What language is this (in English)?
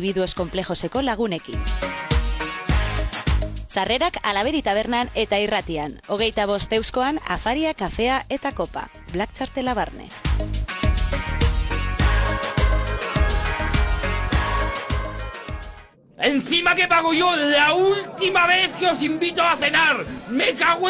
Basque